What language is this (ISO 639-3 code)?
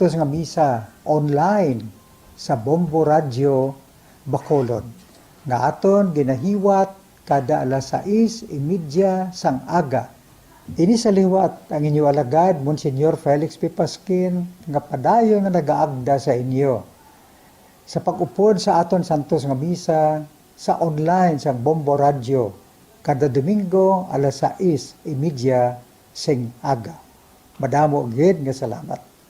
hil